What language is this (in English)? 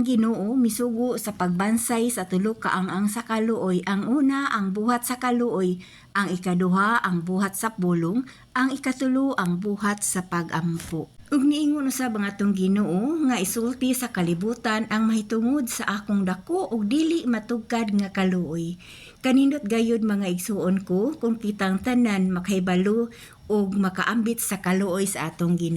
Cebuano